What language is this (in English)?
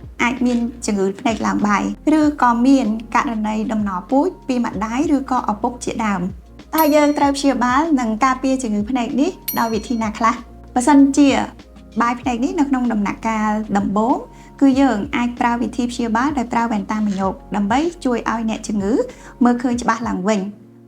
Khmer